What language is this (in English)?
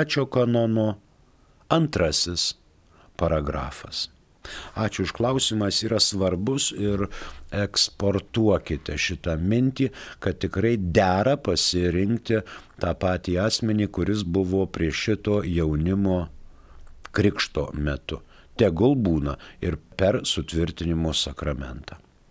Lithuanian